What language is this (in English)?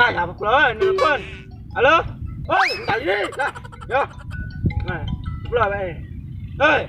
Musi